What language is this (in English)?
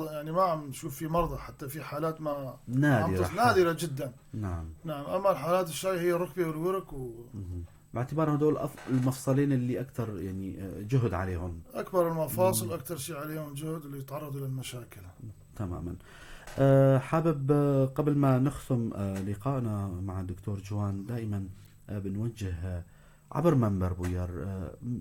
North Levantine Arabic